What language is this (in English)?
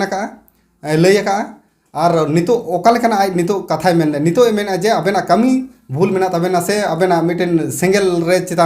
Santali